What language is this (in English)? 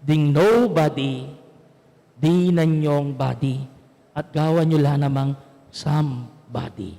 Pampanga